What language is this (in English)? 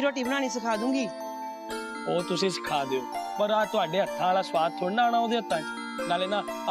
Punjabi